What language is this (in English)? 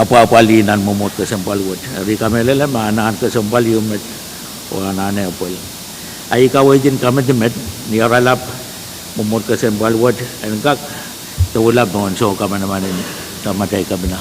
Pohnpeian